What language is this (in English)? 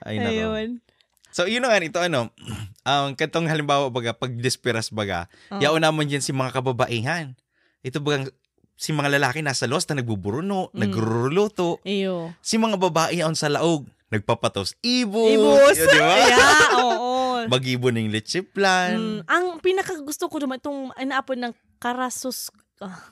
Bikol